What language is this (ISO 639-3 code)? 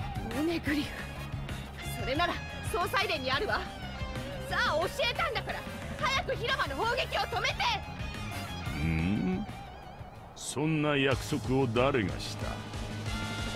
jpn